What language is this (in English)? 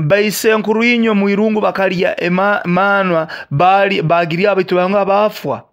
Nyoro